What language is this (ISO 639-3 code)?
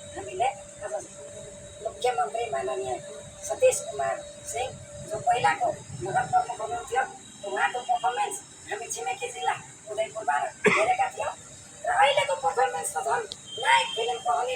nep